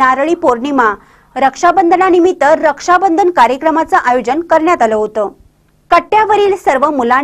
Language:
Marathi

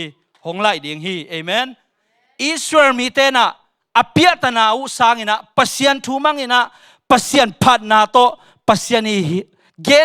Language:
Tedim Chin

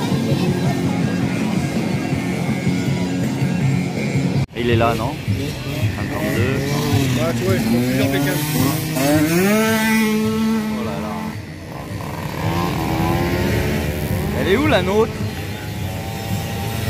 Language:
French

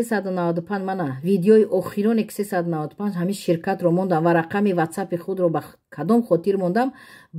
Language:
Tajik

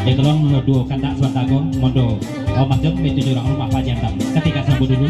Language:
Minangkabau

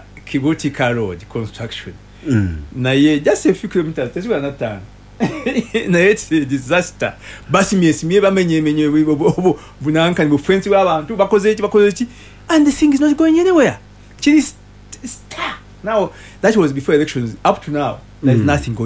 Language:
Ganda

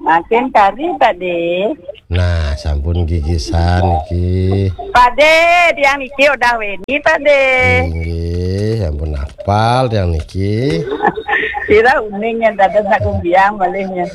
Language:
Balinese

